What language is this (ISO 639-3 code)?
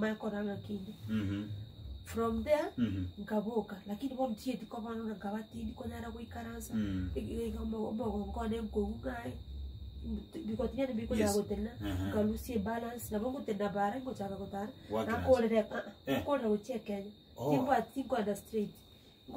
guz